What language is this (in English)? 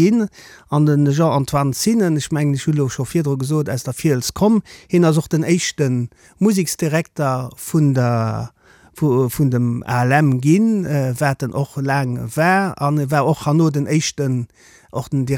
Luxembourgish